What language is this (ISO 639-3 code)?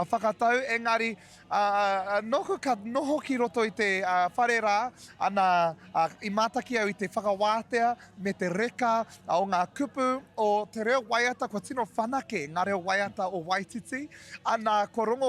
mri